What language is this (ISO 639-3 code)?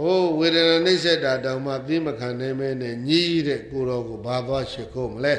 mya